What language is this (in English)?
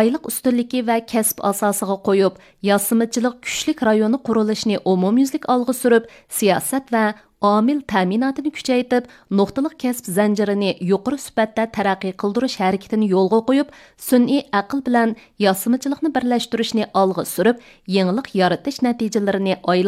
Uyghur